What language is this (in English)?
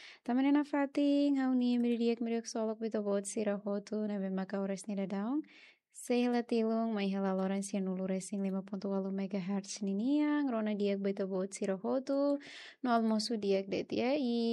Tetum